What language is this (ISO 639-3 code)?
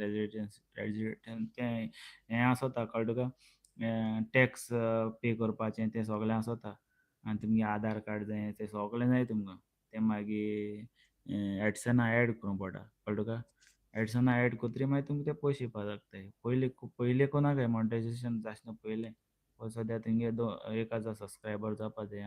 kok